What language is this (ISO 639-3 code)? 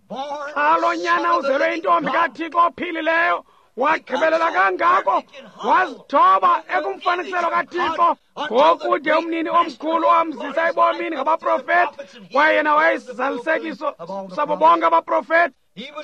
xho